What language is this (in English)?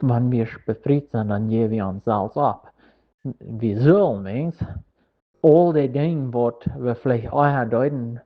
Plautdietsch